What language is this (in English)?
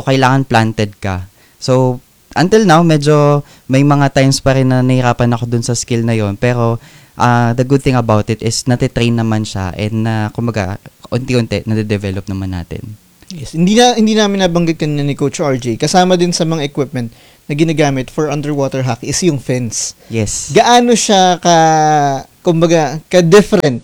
Filipino